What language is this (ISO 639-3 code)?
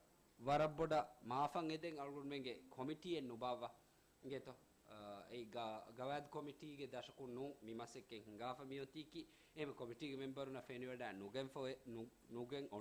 div